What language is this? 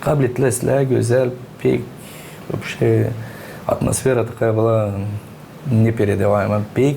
Gagauz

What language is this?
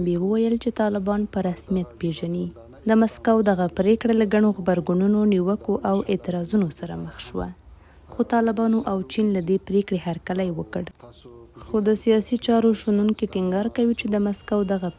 Pashto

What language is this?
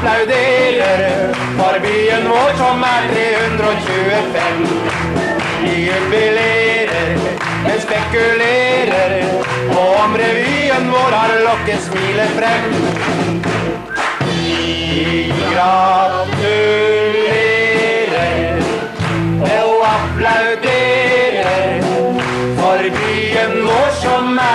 Norwegian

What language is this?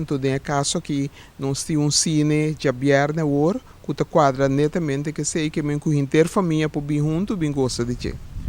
Papiamento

